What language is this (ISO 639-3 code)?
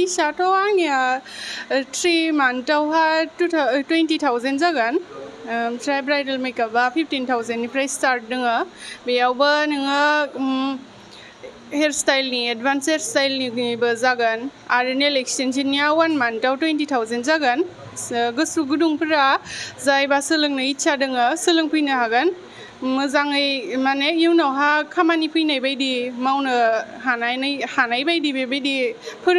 brx